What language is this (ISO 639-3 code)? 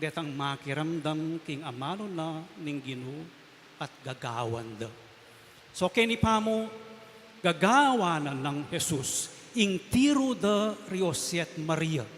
pam